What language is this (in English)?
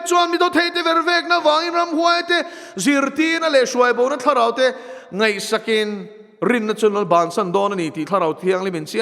Mizo